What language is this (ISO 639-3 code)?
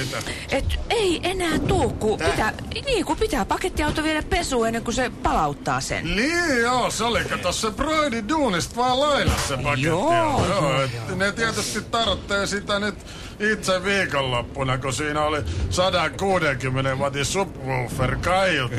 fin